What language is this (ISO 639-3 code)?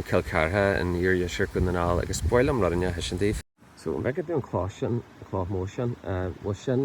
gle